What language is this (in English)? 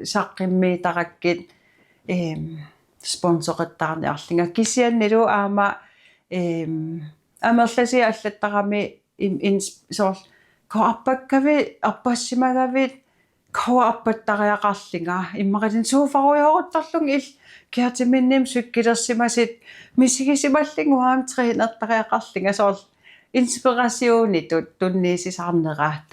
Kalaallisut